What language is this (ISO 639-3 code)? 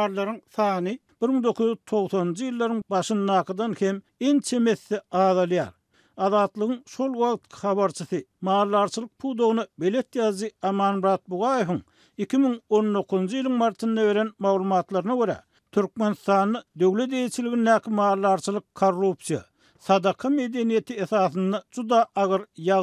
tuk